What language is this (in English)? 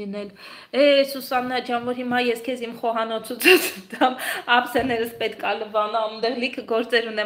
Armenian